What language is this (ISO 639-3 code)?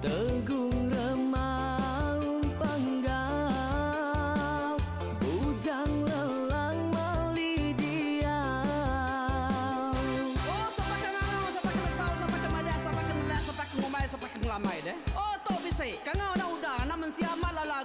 iba